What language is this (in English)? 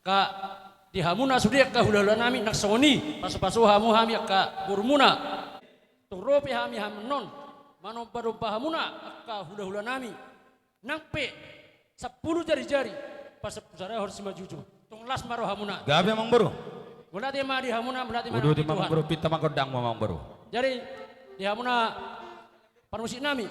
Batak Toba